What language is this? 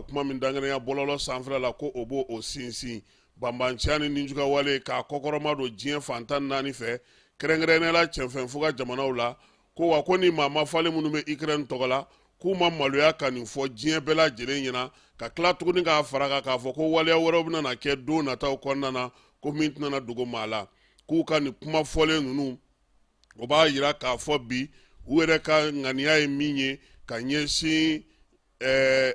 Bambara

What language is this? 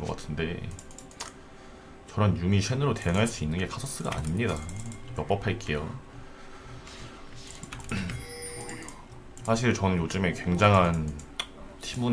Korean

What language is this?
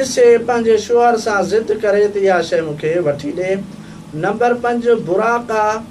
Sindhi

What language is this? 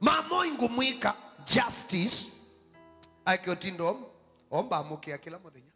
Kamba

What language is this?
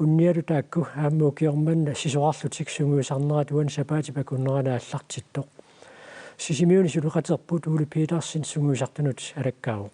Kalaallisut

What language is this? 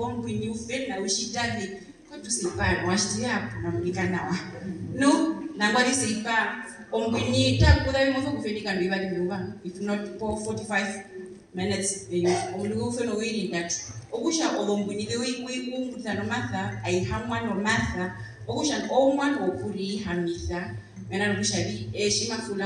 Herero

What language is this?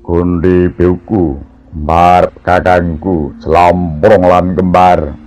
Javanese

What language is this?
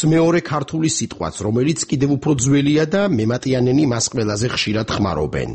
Georgian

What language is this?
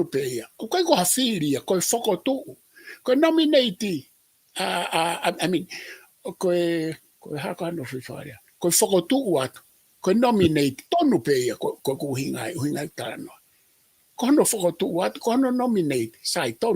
Tongan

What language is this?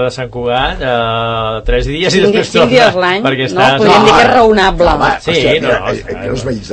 Catalan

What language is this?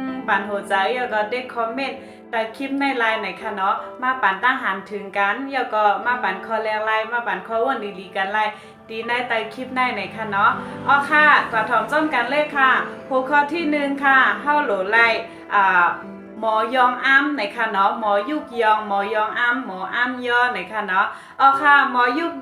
Shan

